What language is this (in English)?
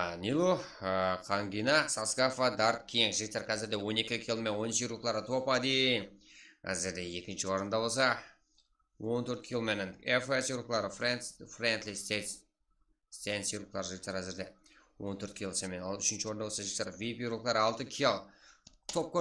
Kara-Kalpak